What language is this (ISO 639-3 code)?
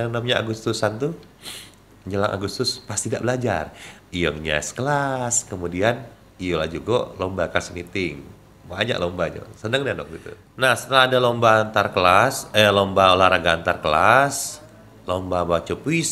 mui